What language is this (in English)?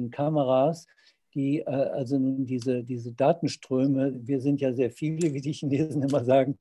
German